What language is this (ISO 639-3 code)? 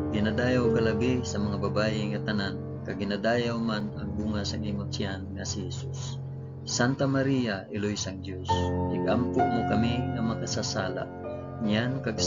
hil